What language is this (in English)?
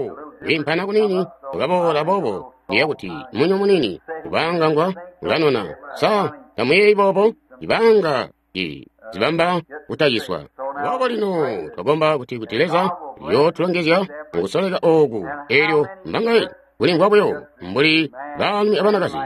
Tonga (Zambia)